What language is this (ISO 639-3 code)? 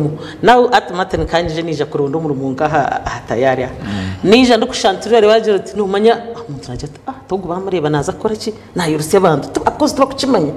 nyn